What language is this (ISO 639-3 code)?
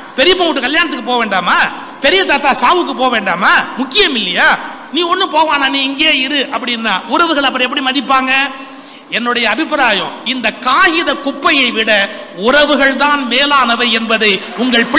tam